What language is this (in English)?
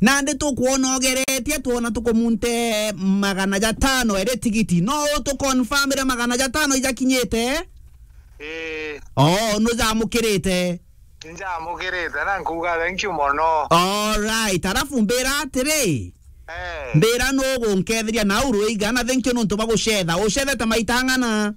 Meru